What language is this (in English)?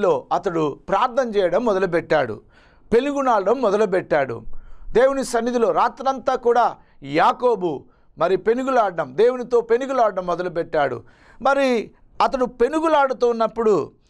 Telugu